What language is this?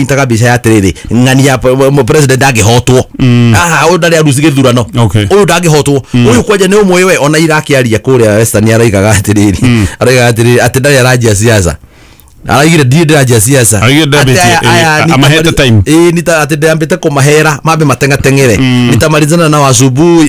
Kikuyu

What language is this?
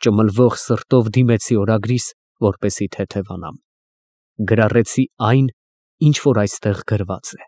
Armenian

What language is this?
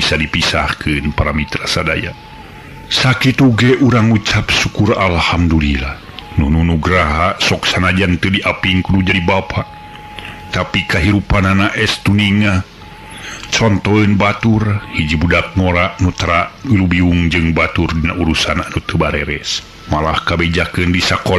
Sundanese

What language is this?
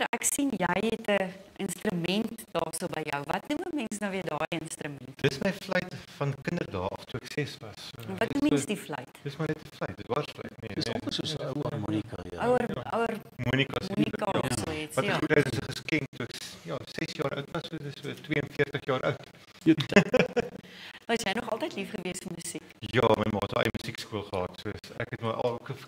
Afrikaans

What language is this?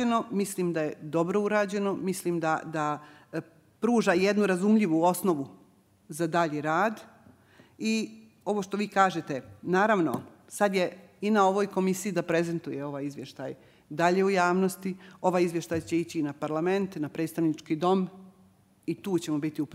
Bosnian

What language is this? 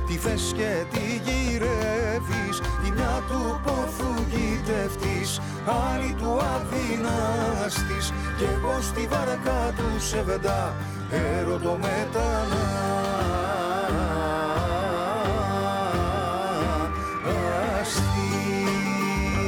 Greek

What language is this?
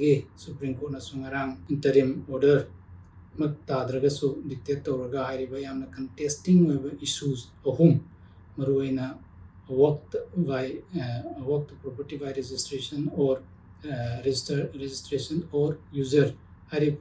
Manipuri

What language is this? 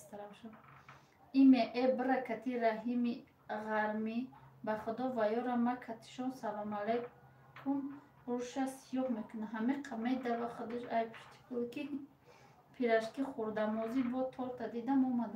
Tajik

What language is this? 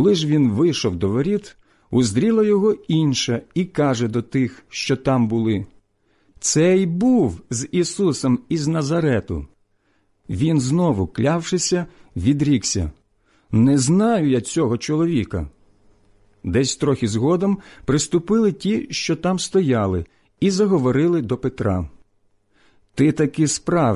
Ukrainian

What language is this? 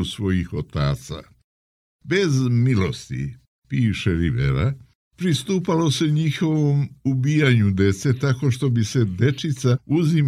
Serbian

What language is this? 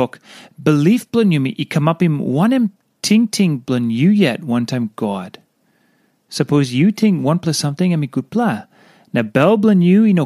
Tok Pisin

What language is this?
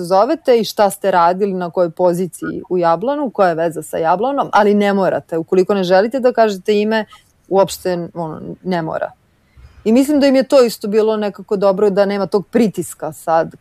Serbian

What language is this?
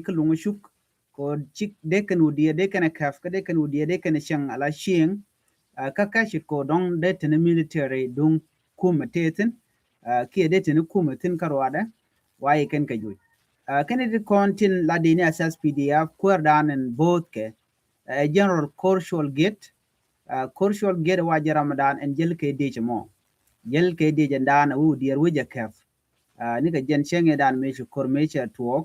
Nuer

